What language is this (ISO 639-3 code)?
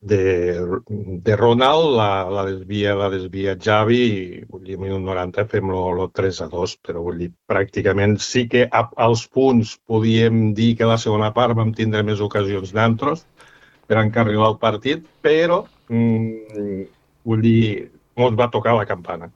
cat